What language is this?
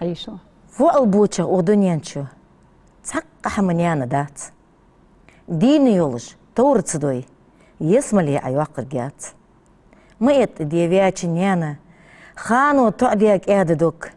Ingush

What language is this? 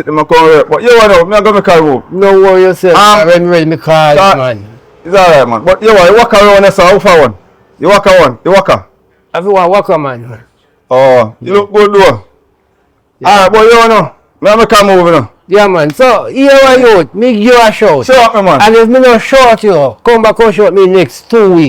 Jamaican Creole English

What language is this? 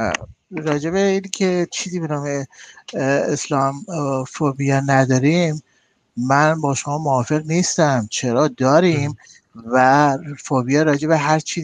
Persian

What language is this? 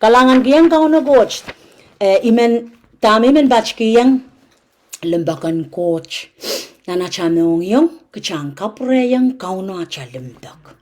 Pohnpeian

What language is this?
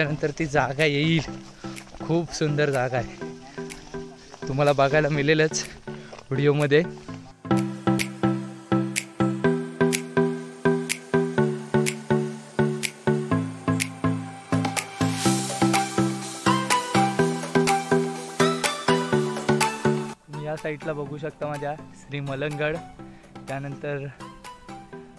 Marathi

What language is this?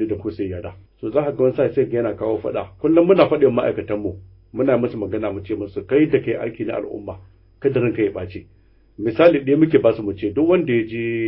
Hausa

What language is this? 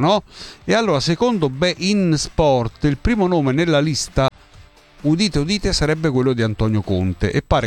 Italian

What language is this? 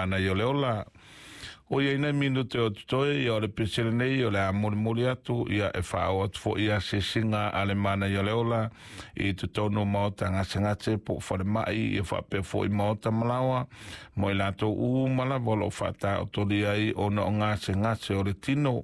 Samoan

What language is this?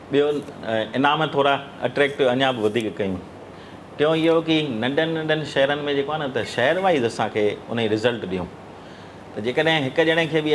Sindhi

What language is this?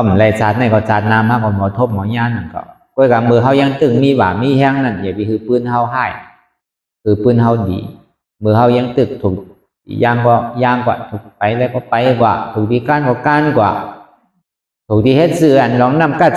Shan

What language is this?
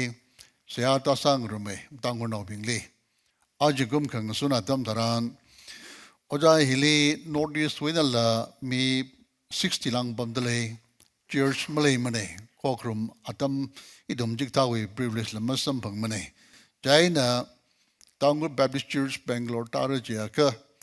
Tangkhul Naga (India)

